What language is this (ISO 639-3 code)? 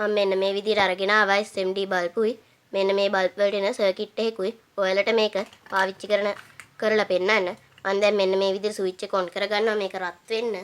sin